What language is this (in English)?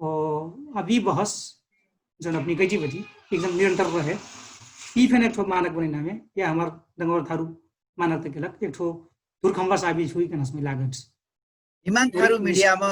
Dangaura Tharu